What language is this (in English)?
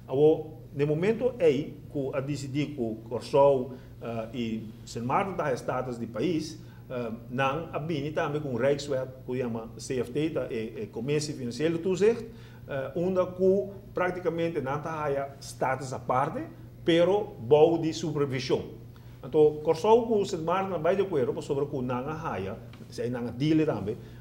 Papiamento